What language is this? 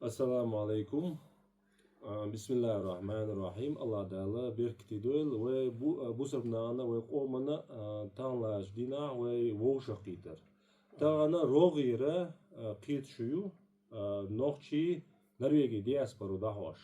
Chechen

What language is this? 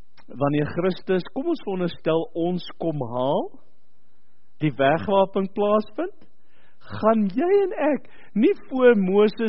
Afrikaans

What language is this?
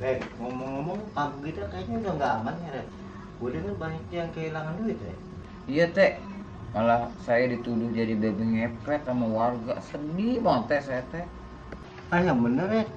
Betawi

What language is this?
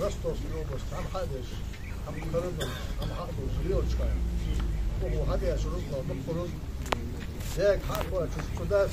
Ingush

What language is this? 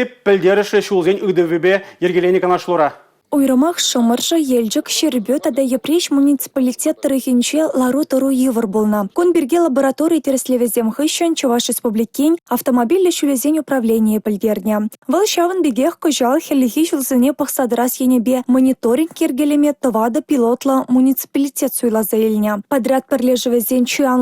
Chuvash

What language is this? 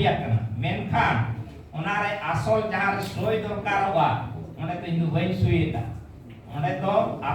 Santali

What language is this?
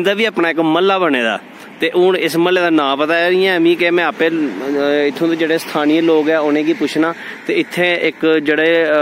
Dogri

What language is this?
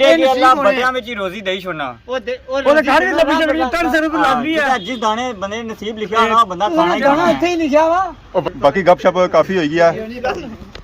Pahari-Potwari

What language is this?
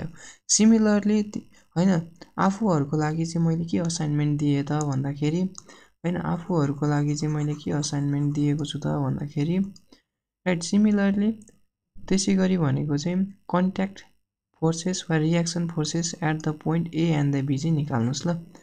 Nepali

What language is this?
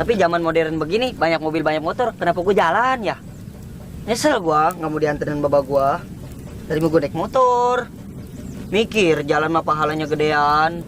Betawi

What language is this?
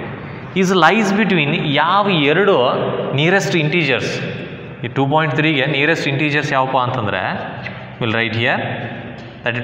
Kannada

